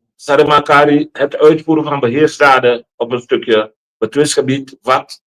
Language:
Sranan Tongo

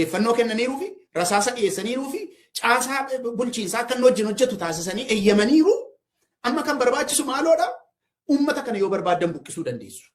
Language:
Oromo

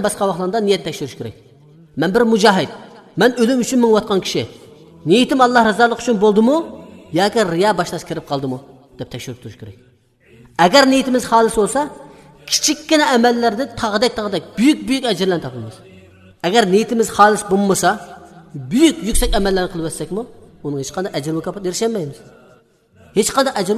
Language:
Uyghur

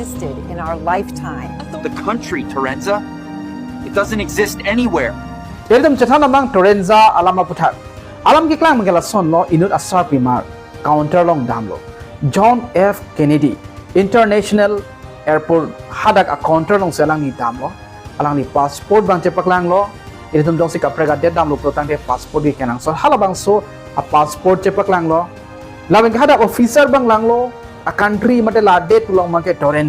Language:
Karbi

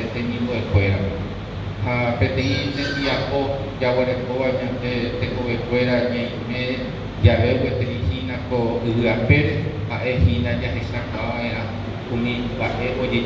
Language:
Guarani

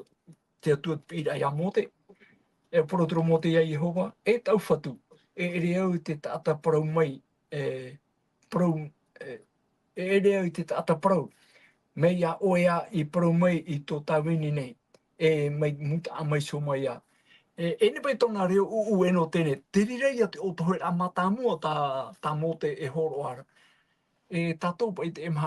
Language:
Tahitian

